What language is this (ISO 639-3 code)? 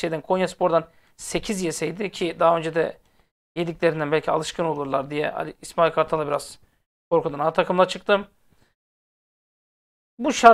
tur